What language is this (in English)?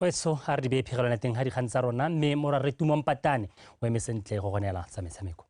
Tswana